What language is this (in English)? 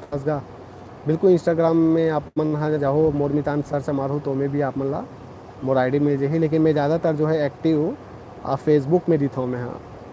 Chhattisgarhi